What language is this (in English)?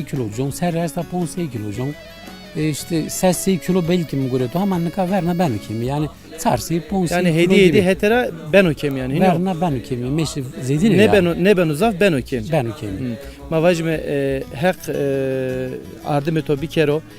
Zaza